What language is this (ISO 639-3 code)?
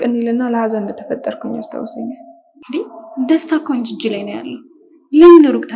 amh